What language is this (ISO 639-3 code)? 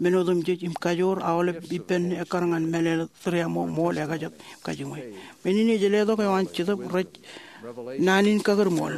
mah